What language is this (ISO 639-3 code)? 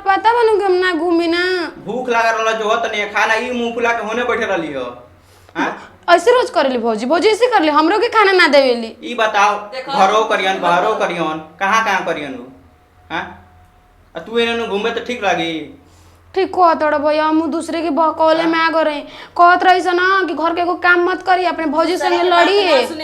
bho